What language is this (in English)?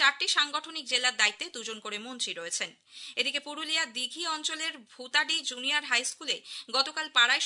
Bangla